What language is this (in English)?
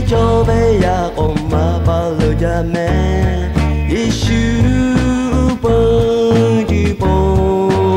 Lahu